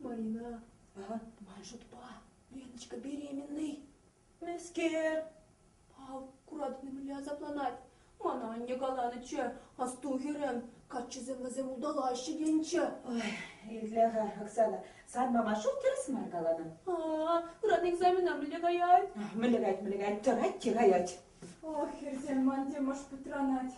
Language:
Chuvash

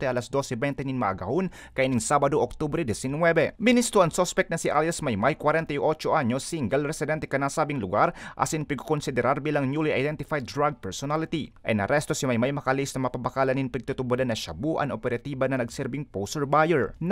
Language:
Bikol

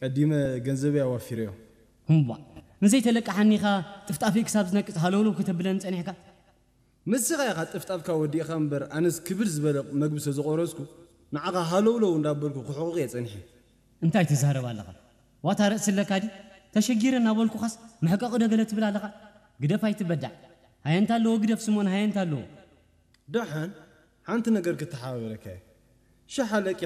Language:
Tigrinya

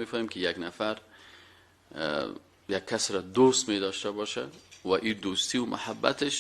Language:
Persian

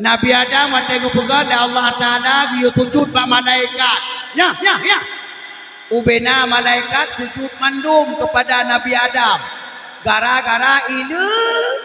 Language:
Achinese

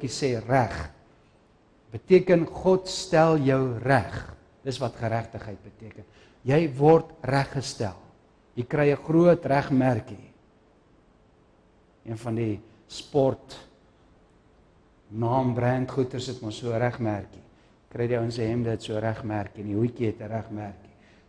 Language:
Afrikaans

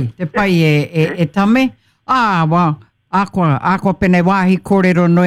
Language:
Māori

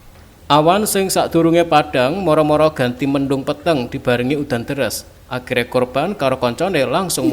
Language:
Javanese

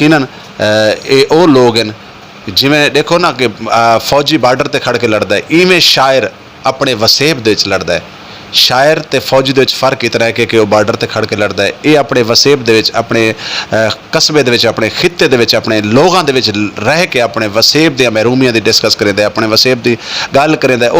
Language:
Saraiki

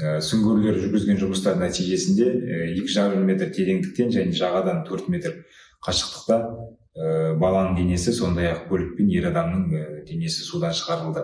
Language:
Kazakh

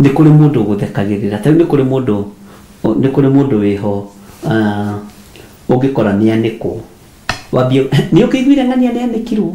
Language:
Kikuyu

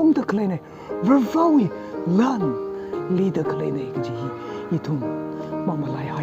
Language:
Tangkhul Naga (India)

